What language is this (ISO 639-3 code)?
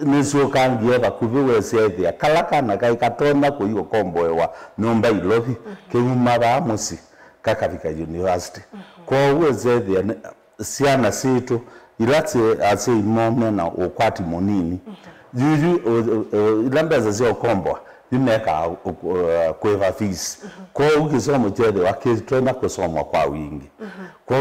kam